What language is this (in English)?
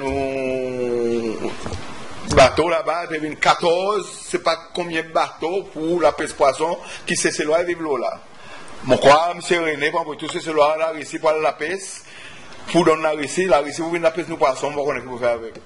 Seselwa Creole French